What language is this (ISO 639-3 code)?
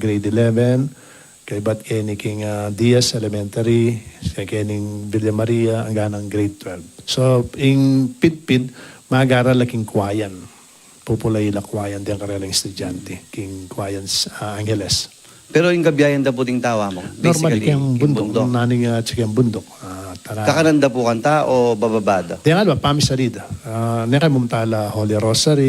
pam